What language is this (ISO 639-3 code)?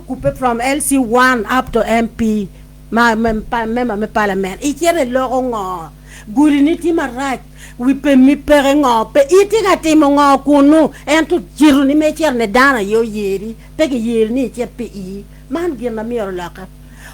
ach